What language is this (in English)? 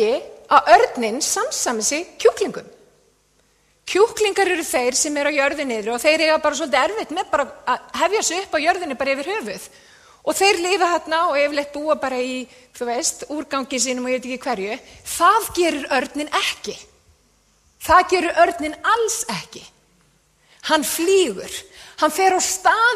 Icelandic